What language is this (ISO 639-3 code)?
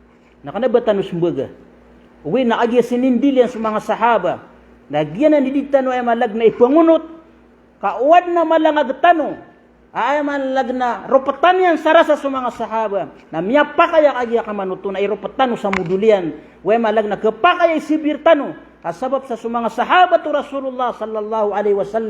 mrw